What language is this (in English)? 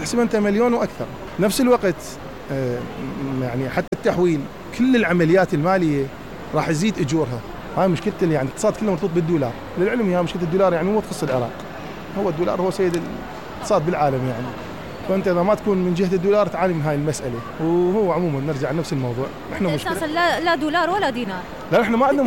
Mesopotamian Arabic